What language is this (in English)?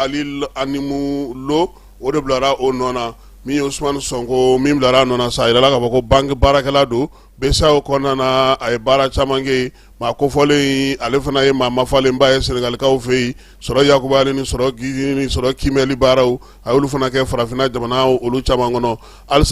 Bambara